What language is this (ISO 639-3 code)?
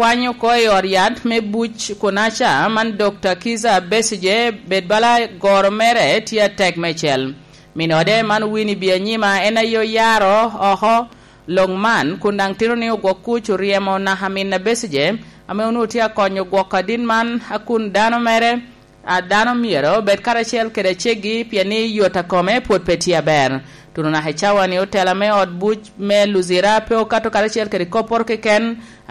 laj